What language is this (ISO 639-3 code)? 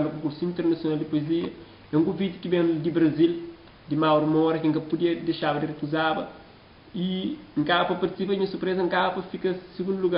kea